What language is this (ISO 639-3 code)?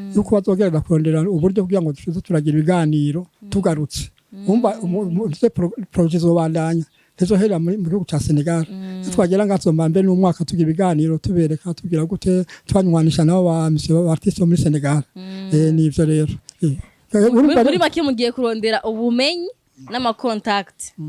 run